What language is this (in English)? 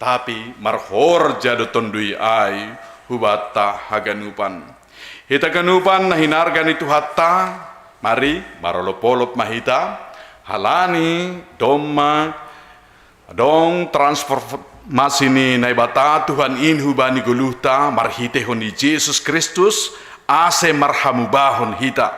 Batak Simalungun